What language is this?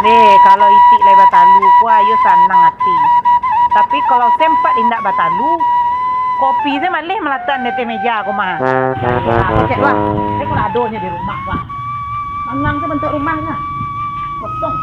Minangkabau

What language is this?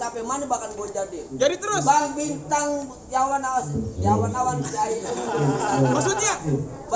Betawi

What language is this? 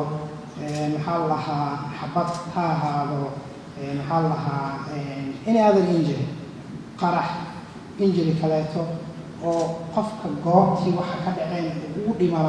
Somali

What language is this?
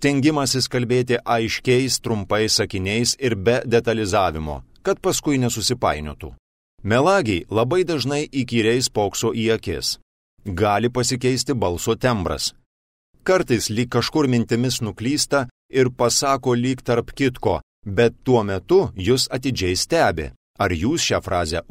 Lithuanian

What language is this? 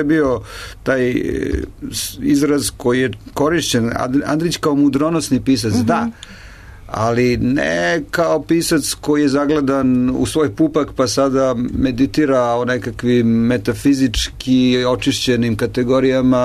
Serbian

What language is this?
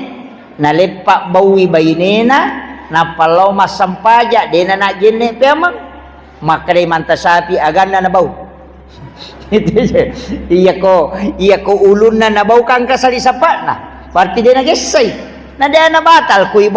Buginese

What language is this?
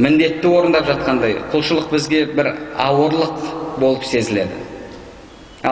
Kazakh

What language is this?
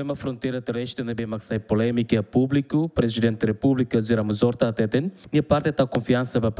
Tetum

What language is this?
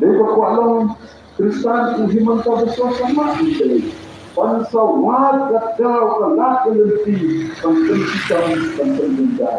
Khasi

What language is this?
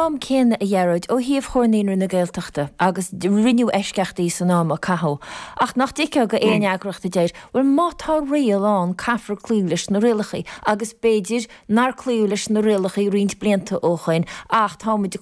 Irish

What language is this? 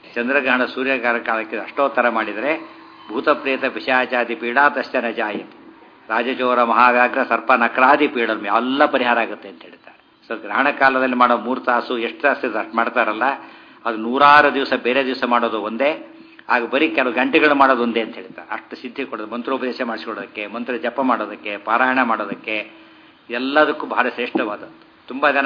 Kannada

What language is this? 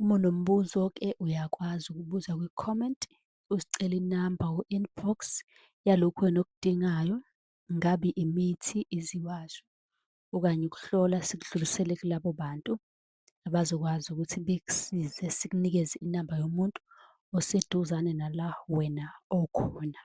Zulu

